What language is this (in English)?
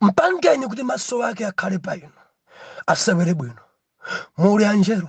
Nyanja